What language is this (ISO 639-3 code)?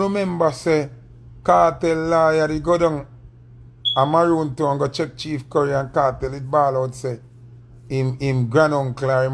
jam